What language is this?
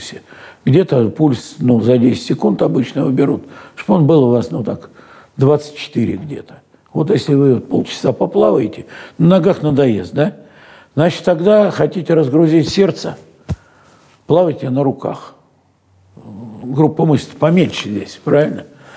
Russian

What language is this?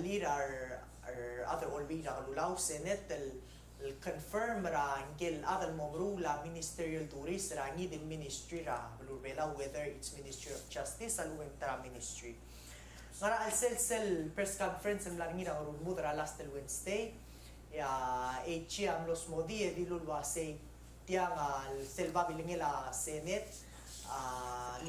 Palauan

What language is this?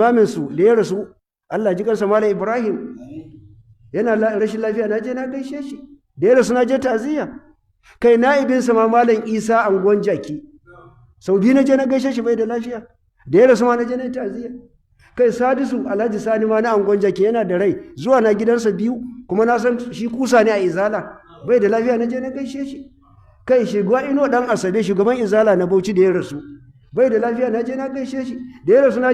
Hausa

